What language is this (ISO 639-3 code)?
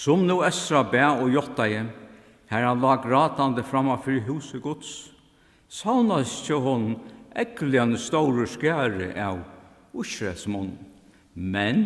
fao